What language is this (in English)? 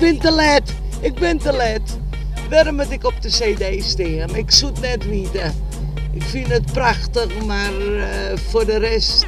Western Frisian